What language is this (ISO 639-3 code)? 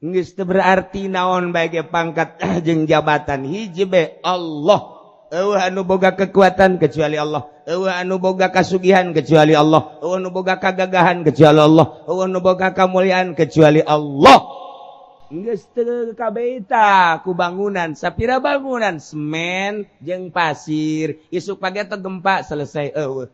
sun